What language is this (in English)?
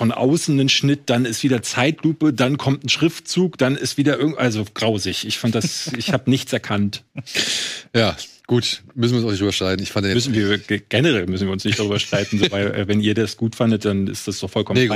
German